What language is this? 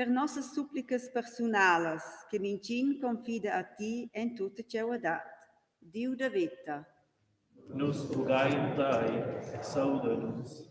Romansh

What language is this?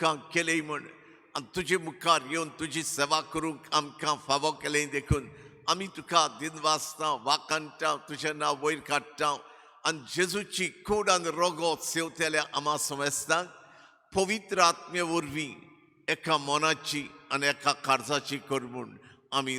Konkani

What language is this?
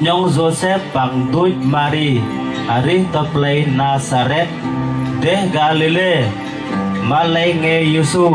Bahnar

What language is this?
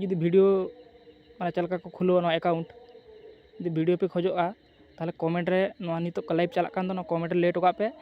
Santali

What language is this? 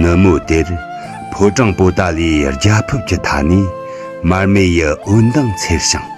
Tibetan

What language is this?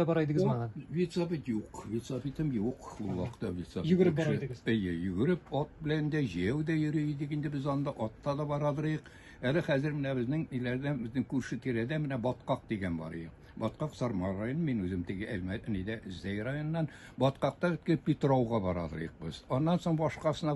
Tatar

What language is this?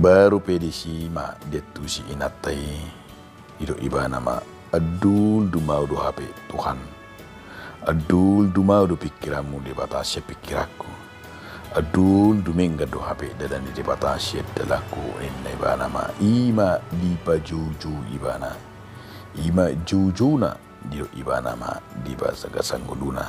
Batak Toba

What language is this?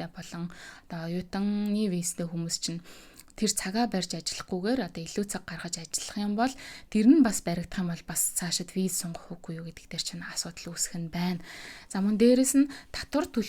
Mongolian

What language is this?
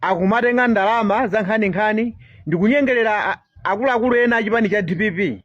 Nyanja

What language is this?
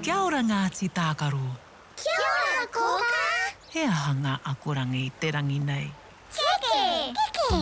Māori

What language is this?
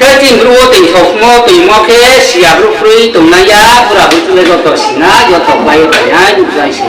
Riang (India)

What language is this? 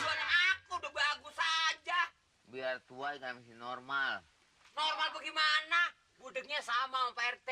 Betawi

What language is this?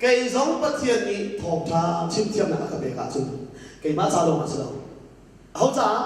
Hakha Chin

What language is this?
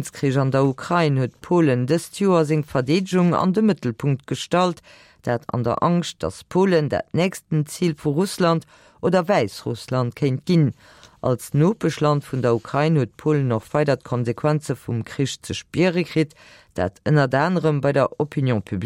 Luxembourgish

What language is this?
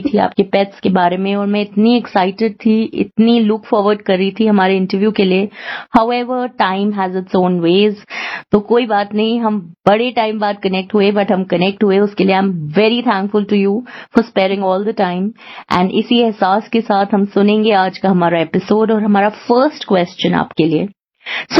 Hindi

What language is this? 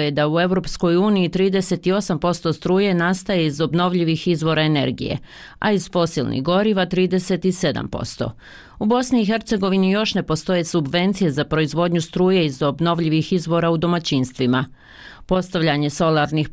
Bosnian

